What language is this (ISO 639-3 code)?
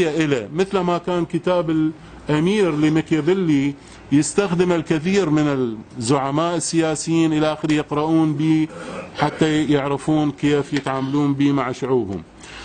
ara